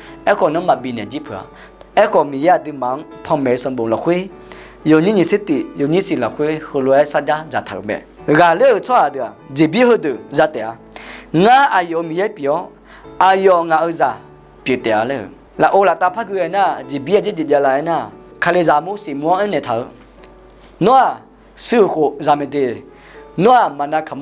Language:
Akha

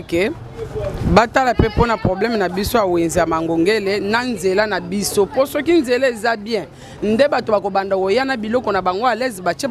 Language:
Lingala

